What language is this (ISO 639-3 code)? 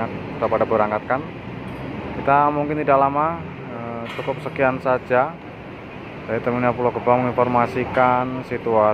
ind